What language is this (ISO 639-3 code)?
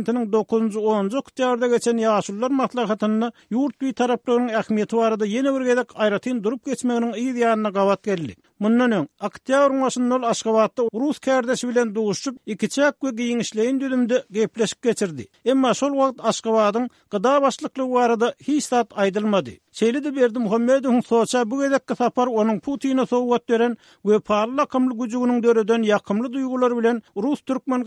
tuk